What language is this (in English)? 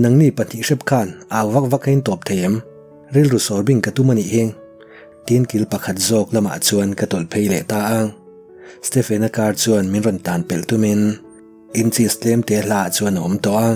Mizo